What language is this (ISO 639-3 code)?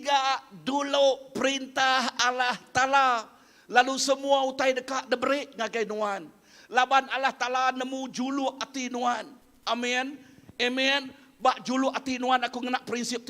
iba